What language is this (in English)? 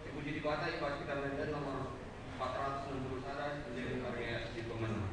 Batak Karo